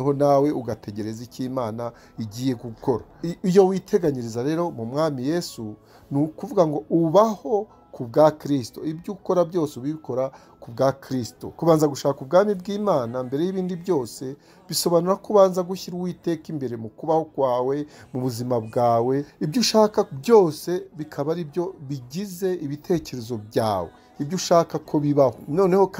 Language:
Kinyarwanda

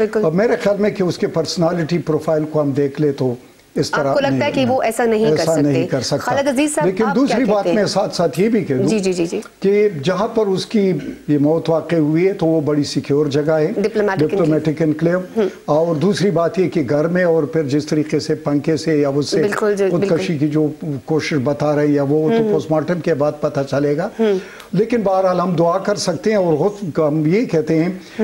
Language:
Urdu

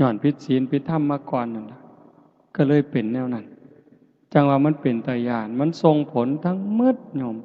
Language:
Northeastern Thai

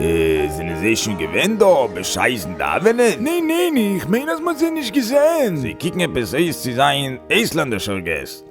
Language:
Yiddish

